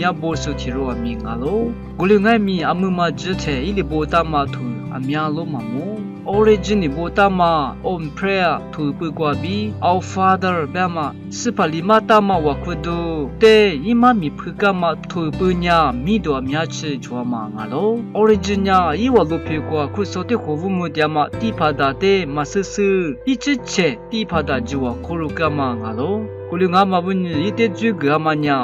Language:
Lisu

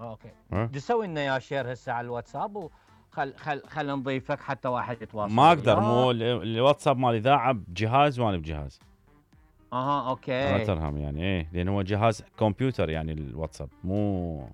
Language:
Mesopotamian Arabic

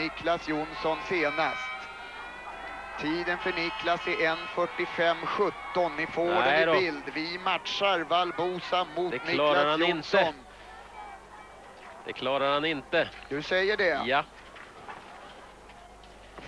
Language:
Swedish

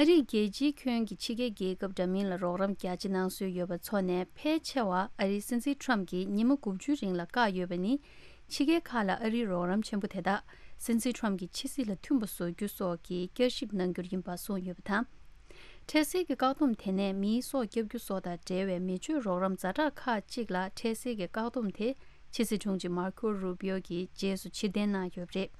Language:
Tibetan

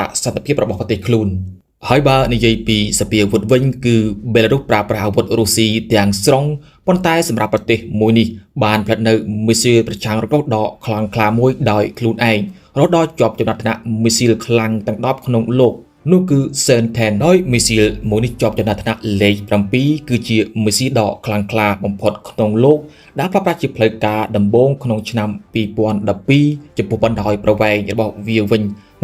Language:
Khmer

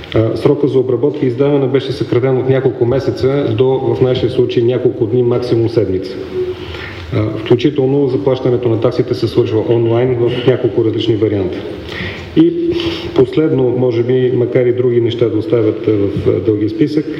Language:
Bulgarian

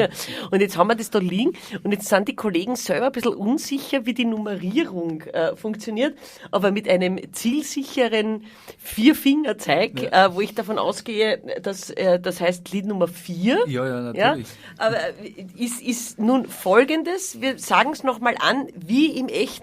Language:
Bavarian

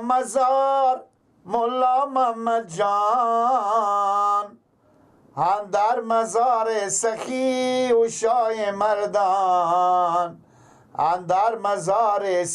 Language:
Persian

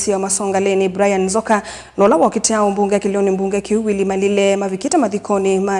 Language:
Kamba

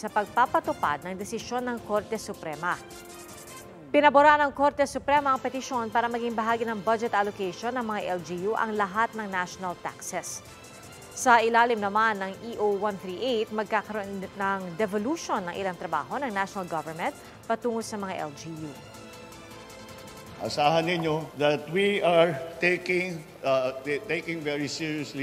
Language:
Filipino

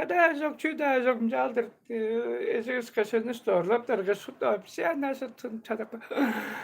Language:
Tuvinian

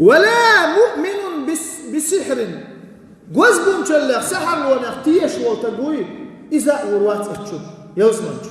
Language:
Chechen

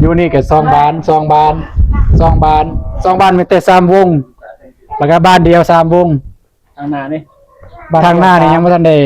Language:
Northeastern Thai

